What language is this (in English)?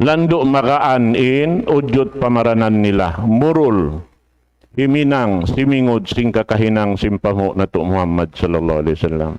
Tausug